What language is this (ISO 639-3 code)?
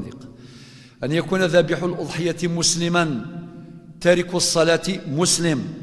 kab